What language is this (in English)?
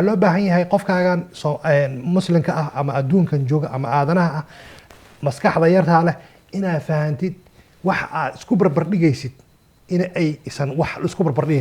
Somali